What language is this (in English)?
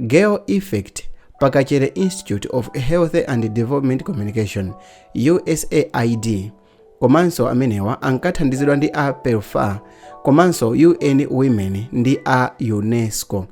Nyanja